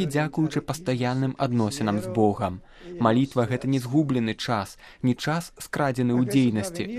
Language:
Belarusian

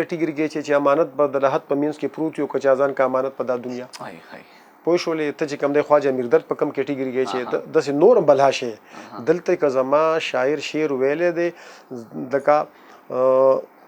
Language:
Pashto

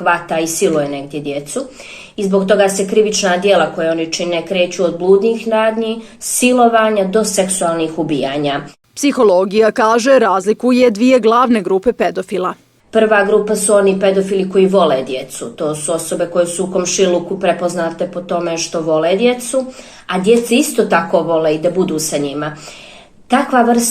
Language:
Bosnian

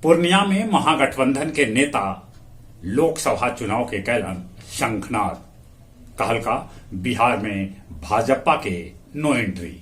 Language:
Magahi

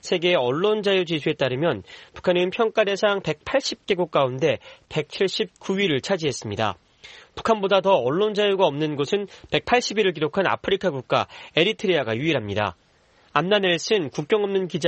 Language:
Korean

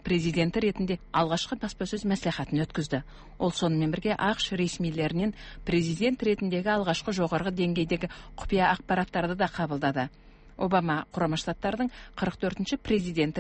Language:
Kyrgyz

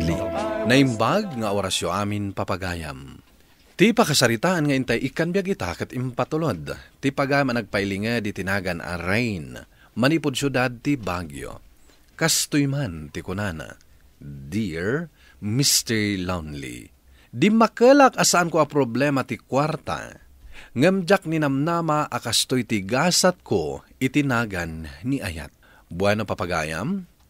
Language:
Iloko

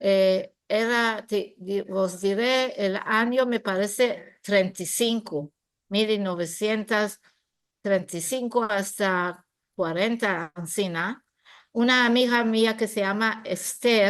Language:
Ladino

